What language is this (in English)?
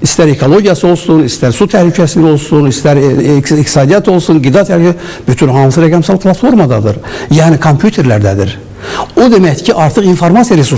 Azerbaijani